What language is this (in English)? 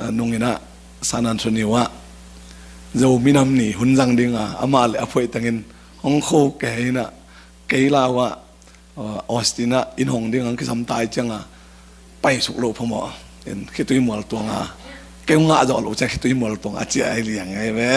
Tedim Chin